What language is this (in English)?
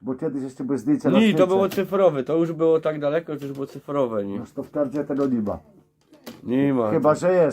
Silesian